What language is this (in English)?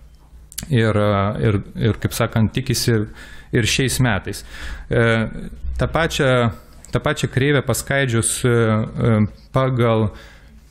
Lithuanian